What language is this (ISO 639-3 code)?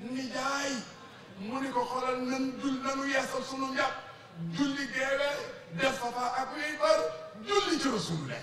wol